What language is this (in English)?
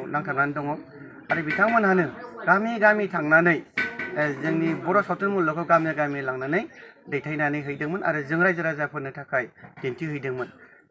Bodo